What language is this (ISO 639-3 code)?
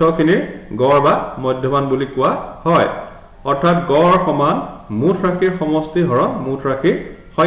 asm